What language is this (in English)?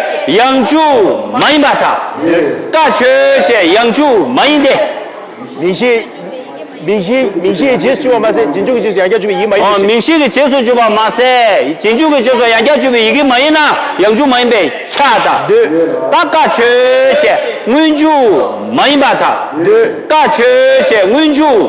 Tibetan